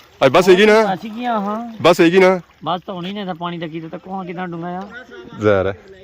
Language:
Pahari-Potwari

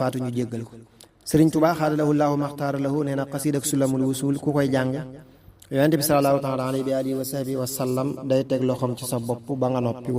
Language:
Wolof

